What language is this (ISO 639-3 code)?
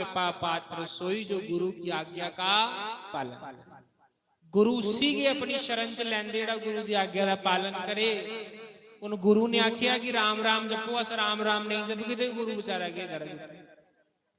doi